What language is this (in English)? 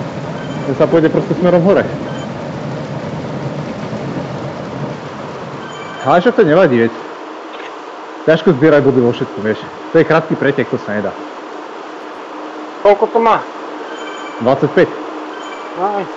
Slovak